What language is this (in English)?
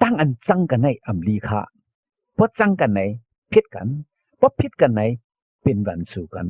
Shan